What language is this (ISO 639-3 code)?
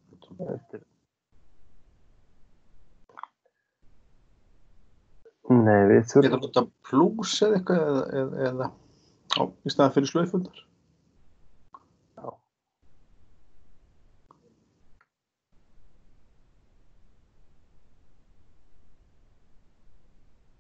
isl